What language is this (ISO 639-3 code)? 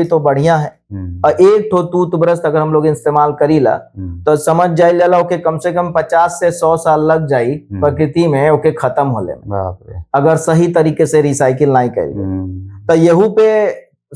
bho